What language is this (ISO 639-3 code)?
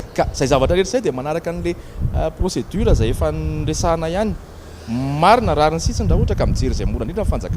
mlg